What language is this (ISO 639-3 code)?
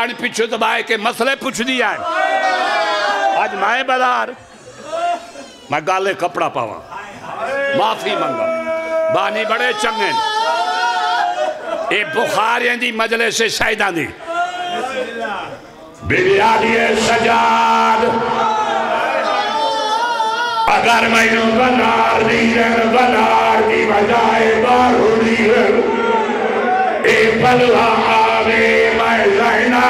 skr